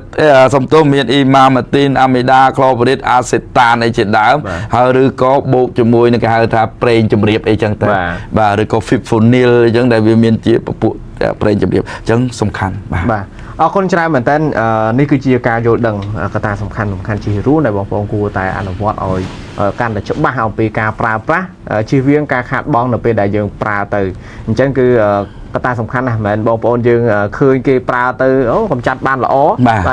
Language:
Khmer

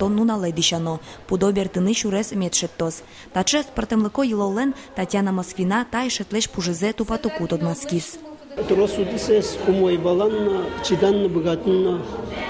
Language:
Udmurt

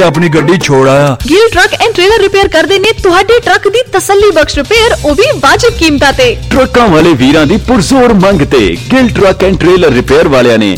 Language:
Punjabi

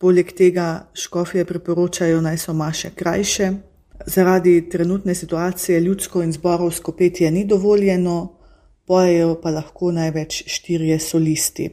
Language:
Slovenian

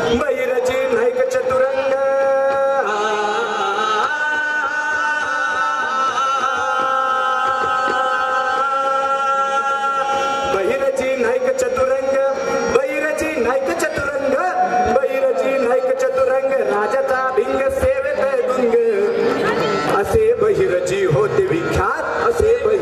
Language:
Marathi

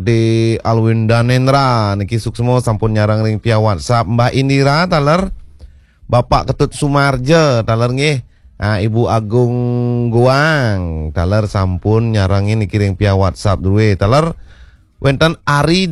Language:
Balinese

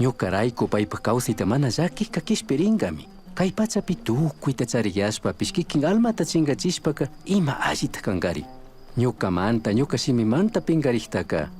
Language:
Chimborazo Highland Quichua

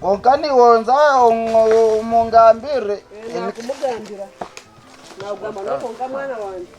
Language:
Nyankole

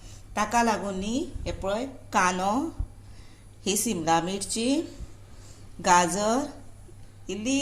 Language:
Konkani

